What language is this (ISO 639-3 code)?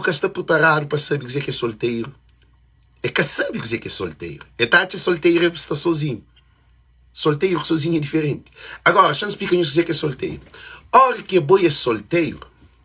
kea